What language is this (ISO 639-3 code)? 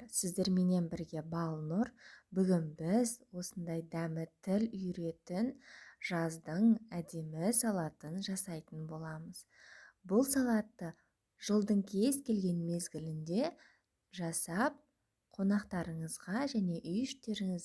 kaz